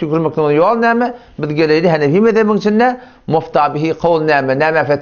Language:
Turkmen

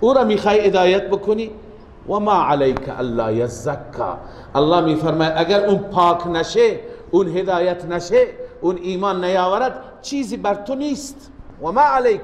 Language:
Persian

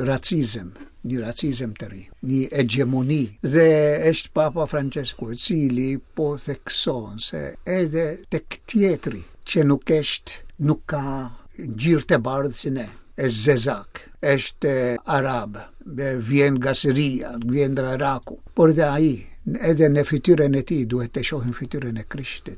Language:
Albanian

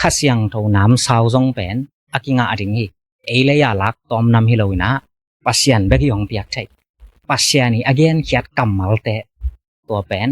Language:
Tedim Chin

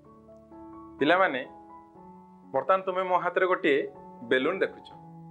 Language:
Odia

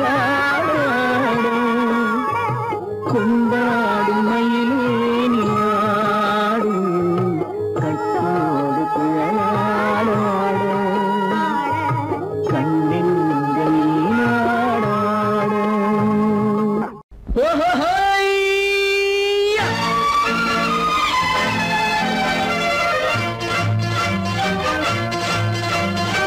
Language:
Tamil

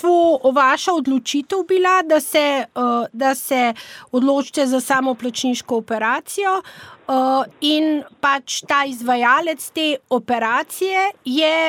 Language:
Slovenian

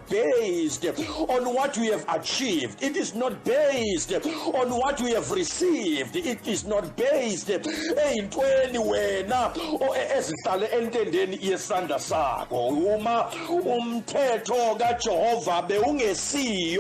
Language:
Zulu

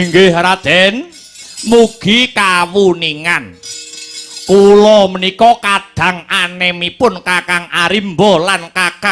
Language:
Javanese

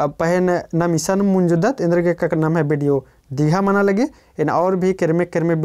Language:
Kurukh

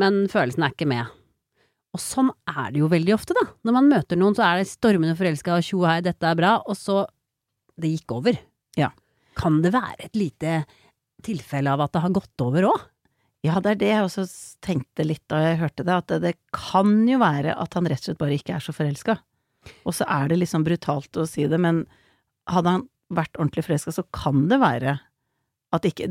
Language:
Norwegian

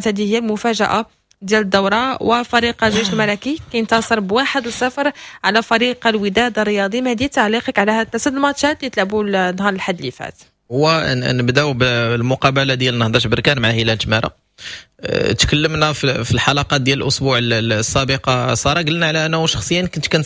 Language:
Moroccan Arabic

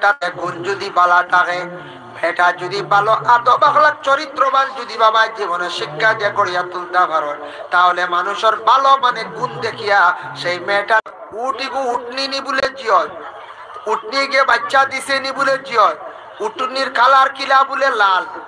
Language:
Sylheti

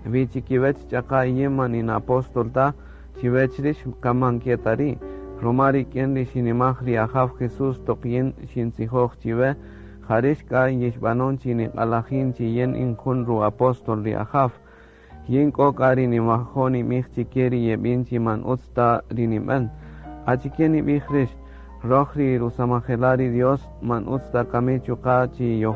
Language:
Kaqchikel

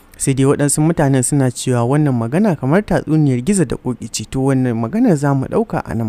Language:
Hausa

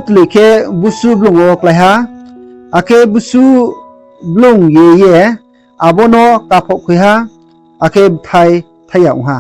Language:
Riang (India)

